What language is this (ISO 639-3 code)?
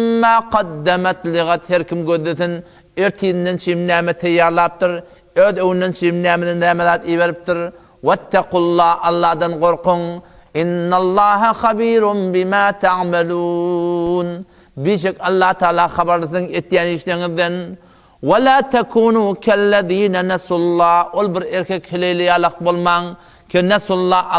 tuk